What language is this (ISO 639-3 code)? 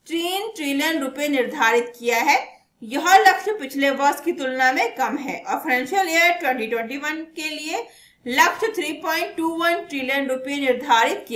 hin